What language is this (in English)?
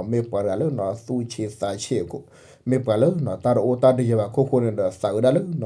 S'gaw Karen